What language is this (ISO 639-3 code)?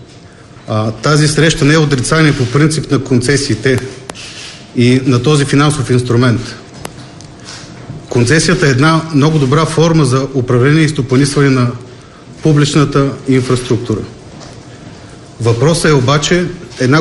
bul